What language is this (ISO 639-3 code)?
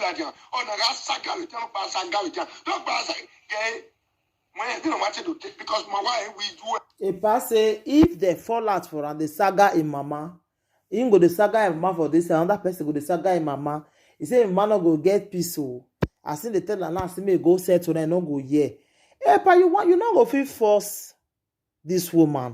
pcm